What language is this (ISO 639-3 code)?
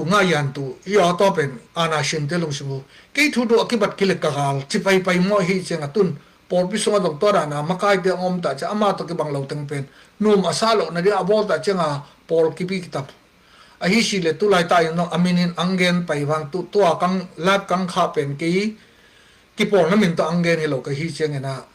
ctd